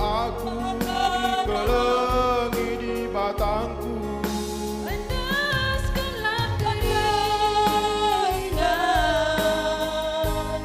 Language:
Batak Karo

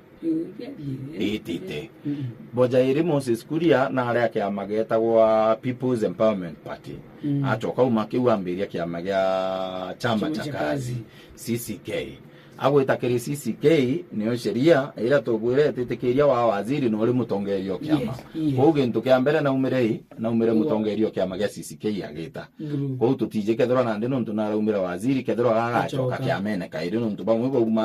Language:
Meru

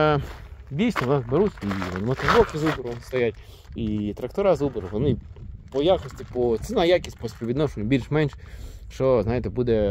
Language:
Ukrainian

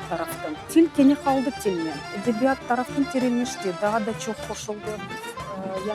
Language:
Crimean Tatar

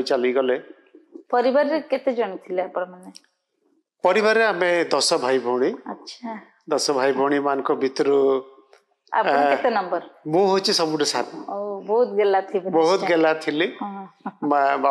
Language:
Odia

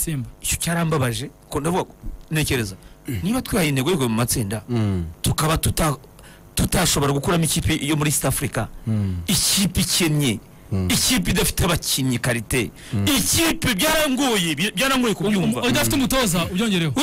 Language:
Kinyarwanda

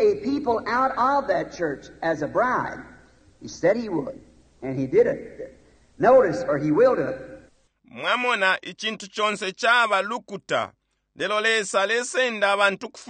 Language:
Bemba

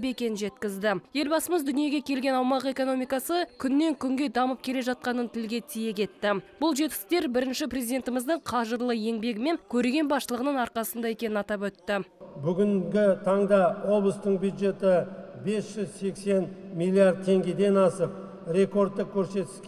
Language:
Kazakh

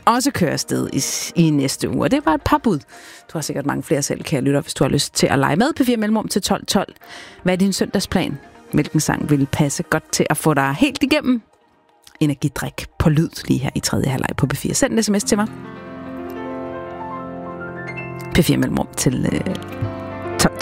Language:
Danish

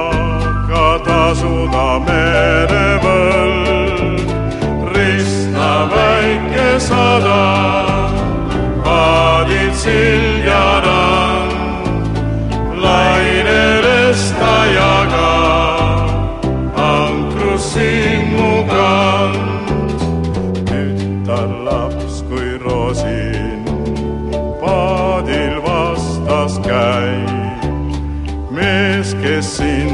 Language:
Estonian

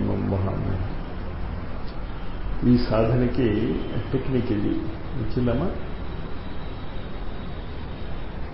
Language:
Telugu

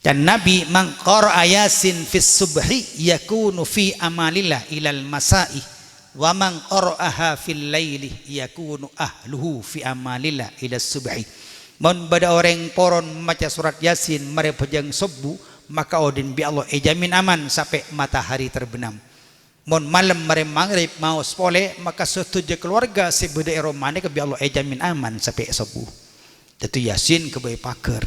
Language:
Madurese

